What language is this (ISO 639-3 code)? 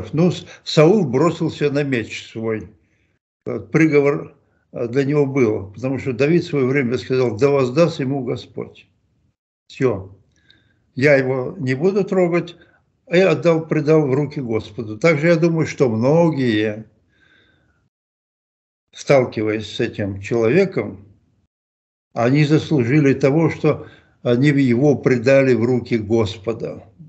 rus